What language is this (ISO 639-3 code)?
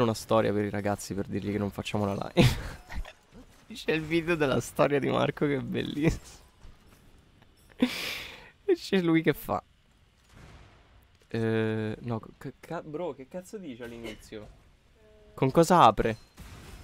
ita